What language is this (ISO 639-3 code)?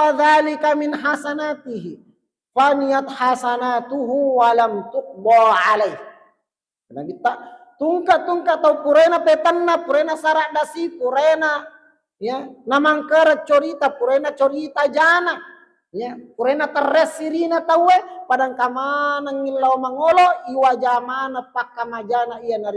bug